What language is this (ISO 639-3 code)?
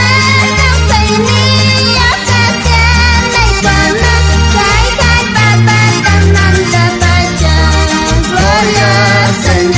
quh